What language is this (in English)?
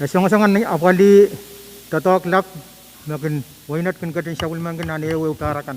Pohnpeian